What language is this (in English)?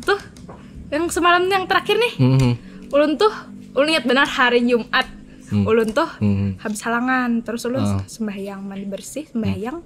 Banjar